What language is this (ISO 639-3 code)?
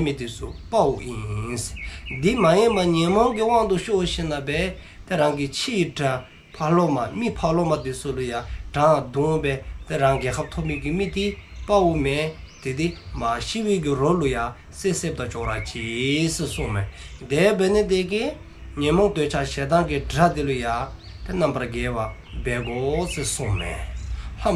dzo